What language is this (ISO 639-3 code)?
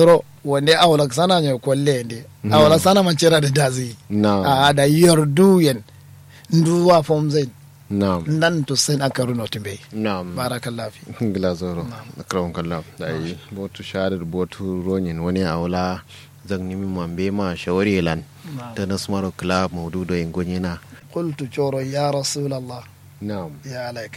kau